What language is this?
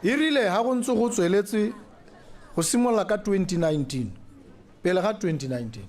Tswana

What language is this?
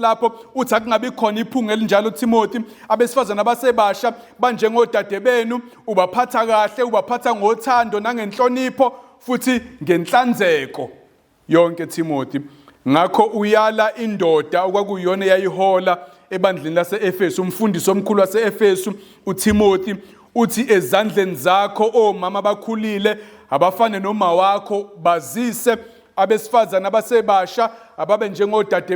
Zulu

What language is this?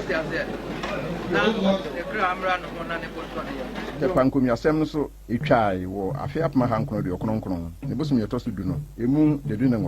Akan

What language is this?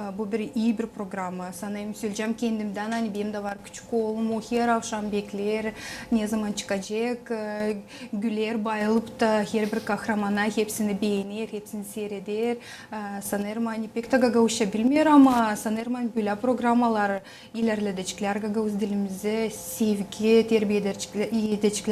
Gagauz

